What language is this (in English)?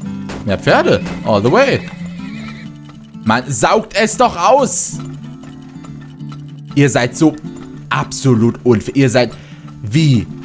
German